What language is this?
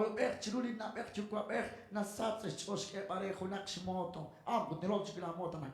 Kekchí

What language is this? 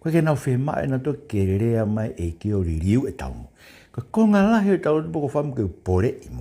Tongan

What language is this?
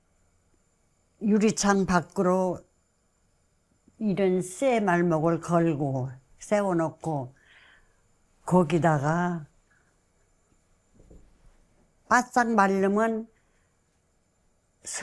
Korean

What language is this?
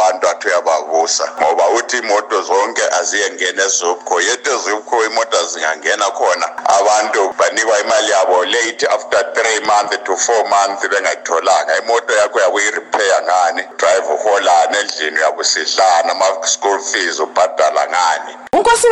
North Ndebele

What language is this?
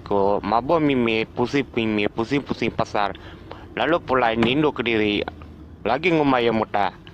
Iban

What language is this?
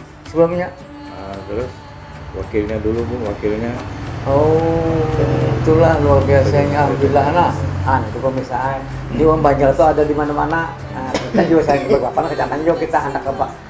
Banjar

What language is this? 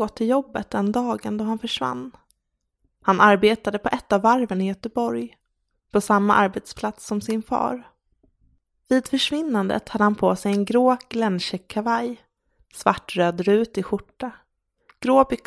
Swedish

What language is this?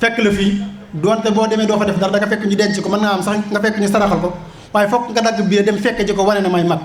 Wolof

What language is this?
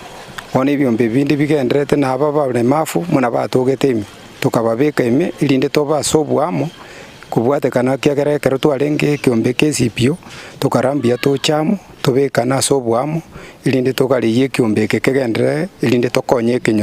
Gusii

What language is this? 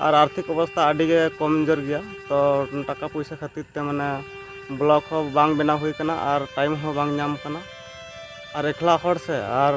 Santali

